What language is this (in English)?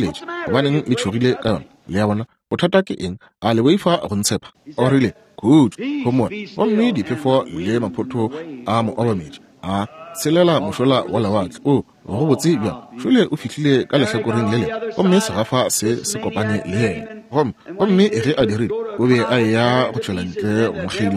Northern Sotho